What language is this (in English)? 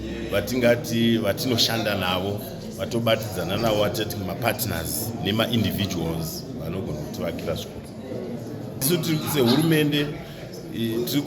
Shona